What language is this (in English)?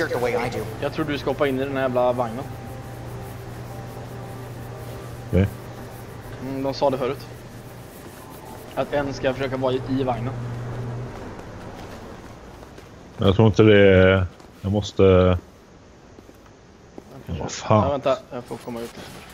Swedish